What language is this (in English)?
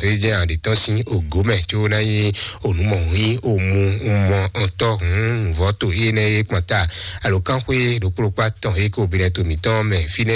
Fon